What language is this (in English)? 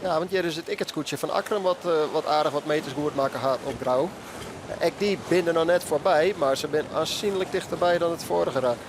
Western Frisian